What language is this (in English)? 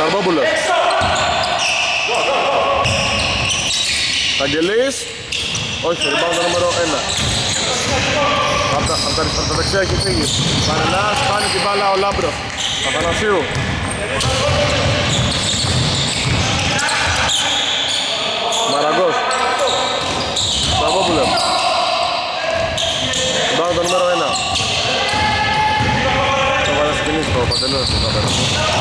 Greek